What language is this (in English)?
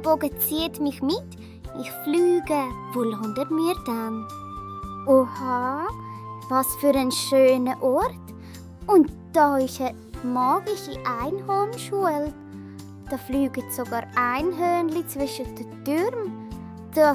Swiss German